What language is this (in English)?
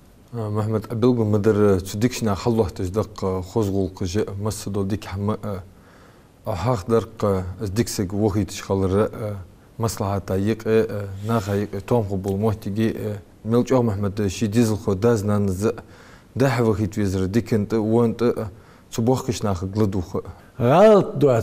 Ingush